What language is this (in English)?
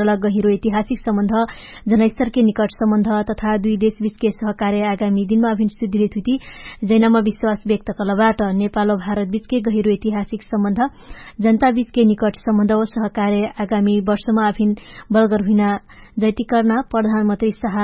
Dangaura Tharu